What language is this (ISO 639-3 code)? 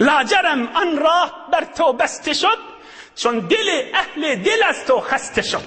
tuk